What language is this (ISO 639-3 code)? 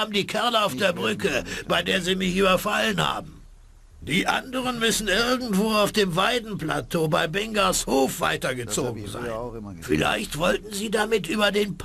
bar